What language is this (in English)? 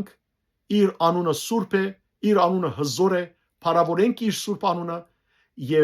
Western Armenian